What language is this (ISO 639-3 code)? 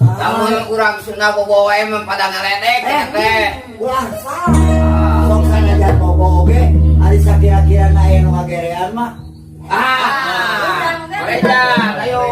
sun